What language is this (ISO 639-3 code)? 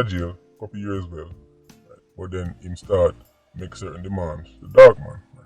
jam